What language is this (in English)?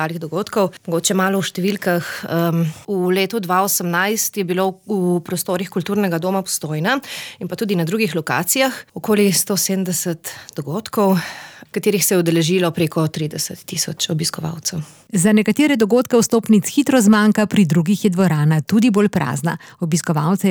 Slovenian